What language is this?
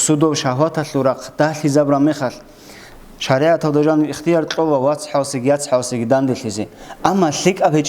Avaric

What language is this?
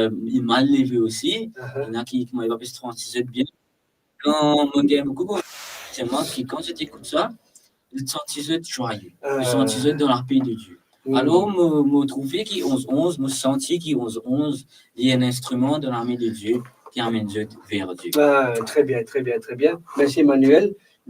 Morisyen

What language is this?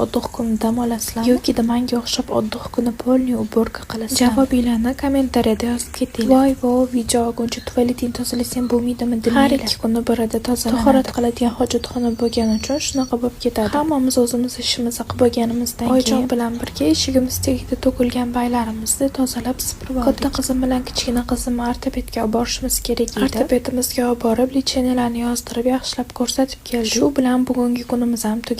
Uzbek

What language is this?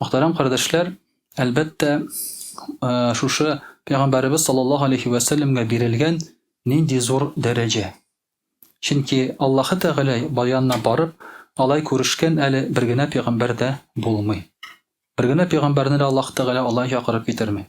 Tatar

